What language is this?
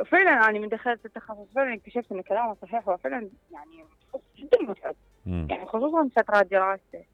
Mesopotamian Arabic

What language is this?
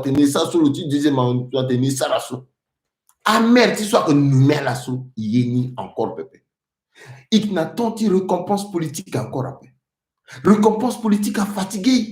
Sango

